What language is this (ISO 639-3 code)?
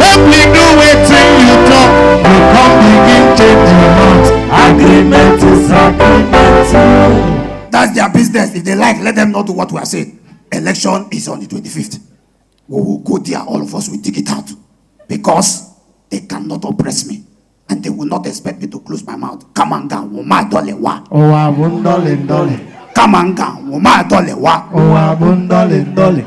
pcm